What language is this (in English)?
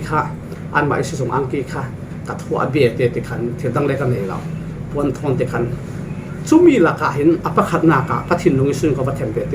Falam Chin